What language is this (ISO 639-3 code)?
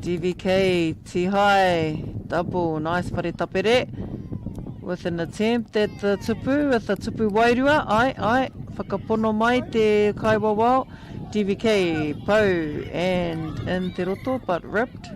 mri